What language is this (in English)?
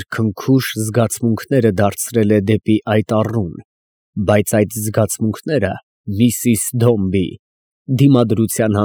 Armenian